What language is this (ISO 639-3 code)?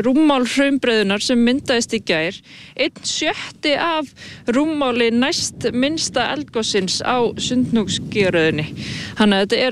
isl